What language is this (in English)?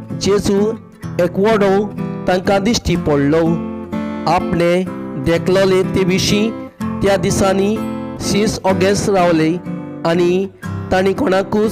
Konkani